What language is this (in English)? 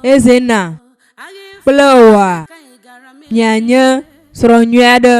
Ewe